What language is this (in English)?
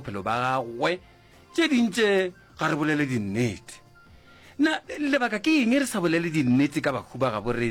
Northern Sotho